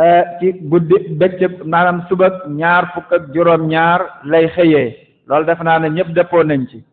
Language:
Wolof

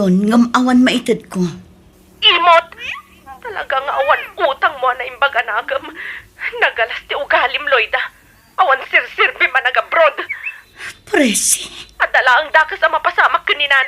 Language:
Iloko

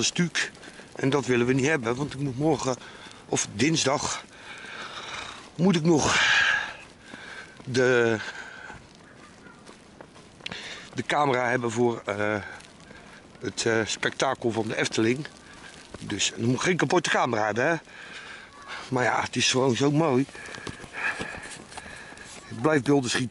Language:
Dutch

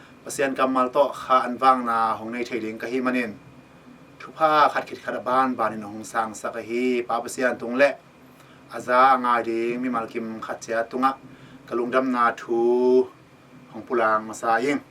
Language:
Tedim Chin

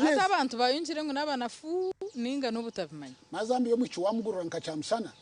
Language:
Nyankole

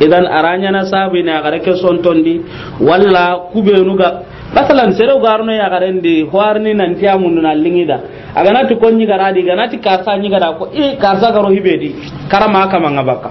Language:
Soninke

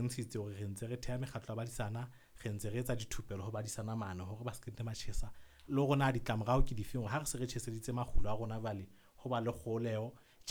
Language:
Southern Sotho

